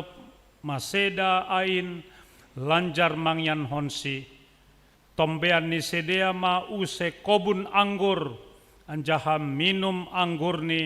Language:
Batak Simalungun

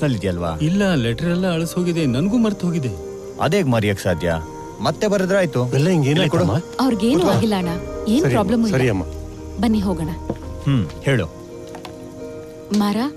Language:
Kannada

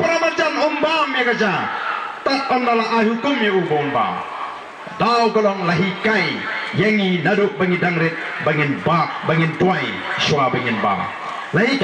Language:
Khasi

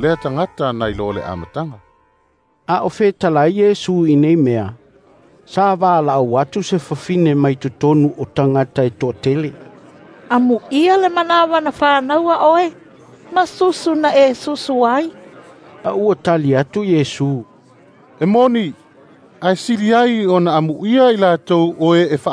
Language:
Samoan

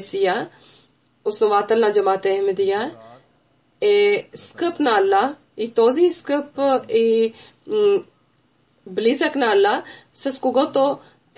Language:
Bulgarian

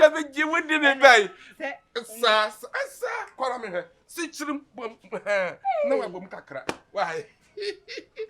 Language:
Akan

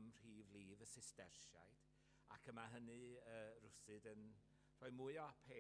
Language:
Welsh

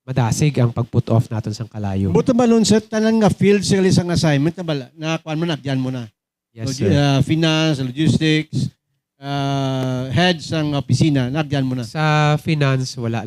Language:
Hiligaynon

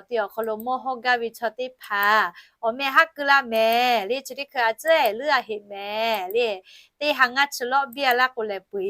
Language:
Lahu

